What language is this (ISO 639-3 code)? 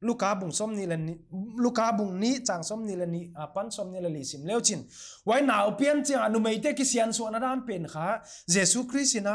pck